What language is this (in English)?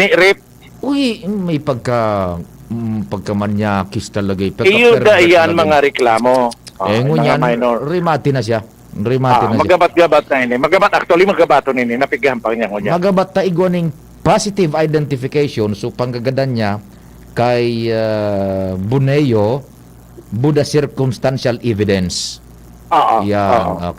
Bikol